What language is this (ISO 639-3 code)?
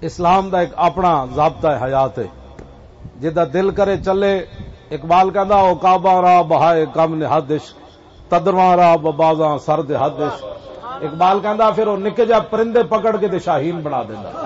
lah